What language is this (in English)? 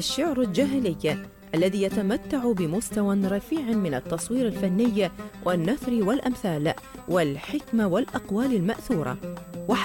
Arabic